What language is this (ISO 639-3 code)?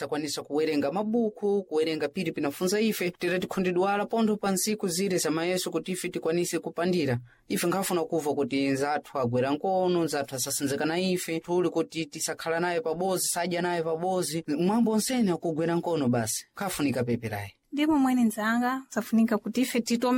seh